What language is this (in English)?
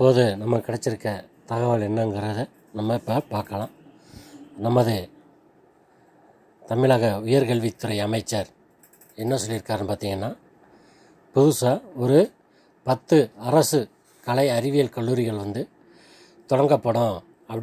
Tamil